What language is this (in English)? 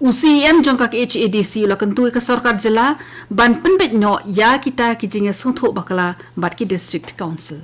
Khasi